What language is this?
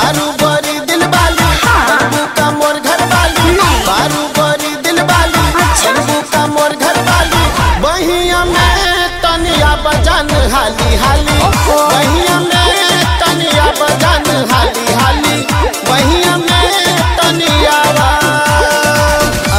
Bhojpuri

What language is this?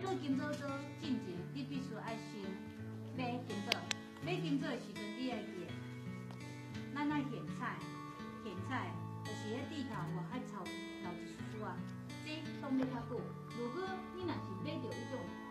Min Nan Chinese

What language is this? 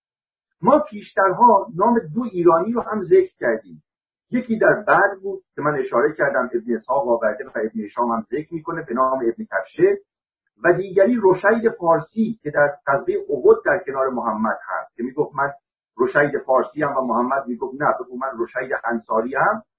Persian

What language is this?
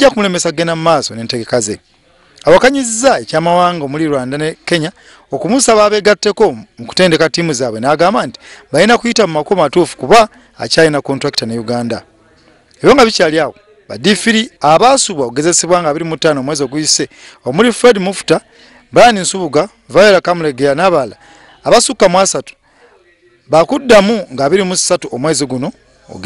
Ganda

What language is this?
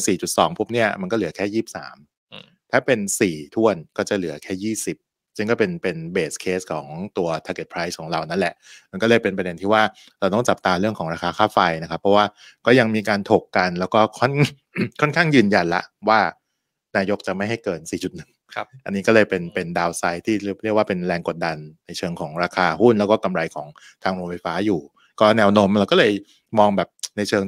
Thai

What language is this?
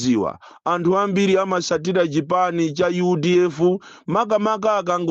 Nyanja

